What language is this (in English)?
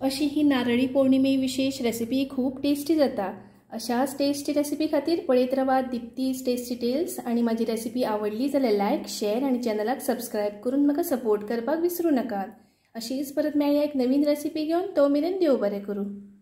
Konkani